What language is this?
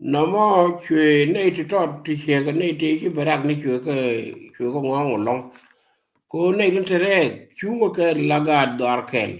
Nuer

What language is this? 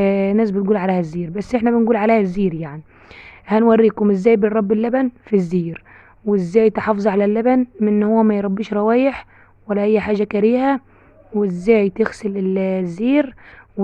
Egyptian Arabic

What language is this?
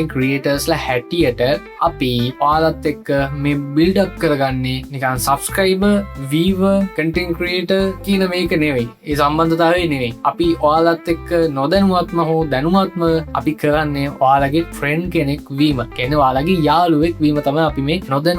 Sinhala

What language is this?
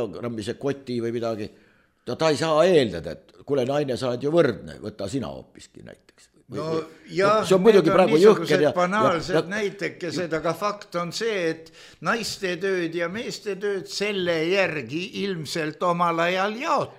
Estonian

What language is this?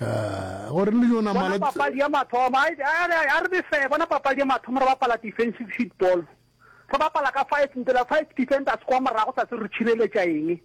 Northern Sotho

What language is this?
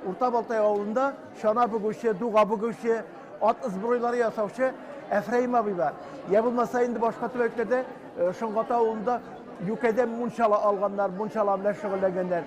Tatar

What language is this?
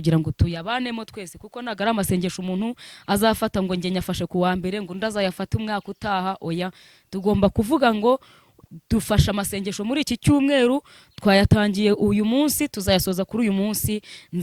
Kinyarwanda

